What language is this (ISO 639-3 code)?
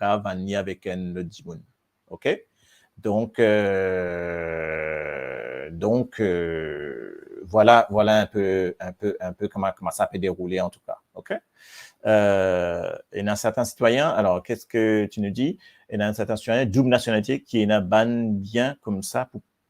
mfe